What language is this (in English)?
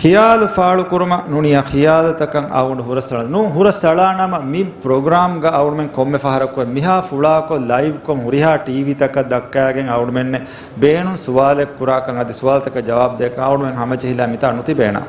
Divehi